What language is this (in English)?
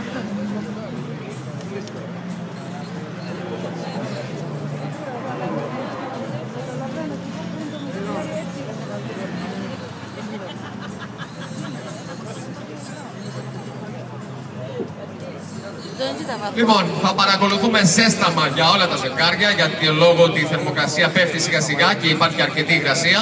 Greek